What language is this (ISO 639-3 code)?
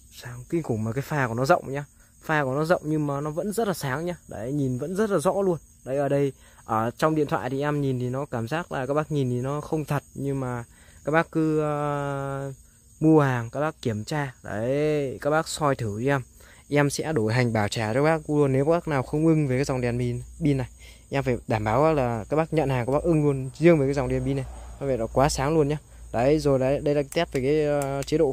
vie